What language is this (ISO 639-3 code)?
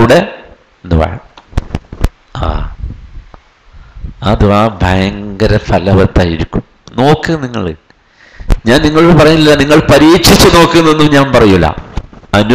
mal